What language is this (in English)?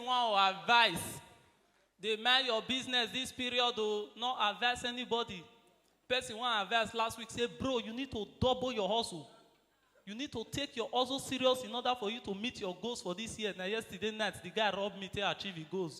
Nigerian Pidgin